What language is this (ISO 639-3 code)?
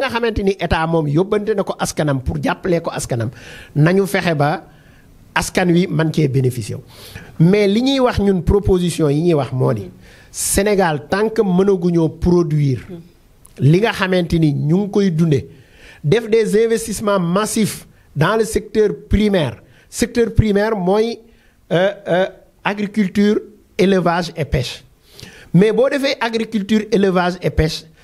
wol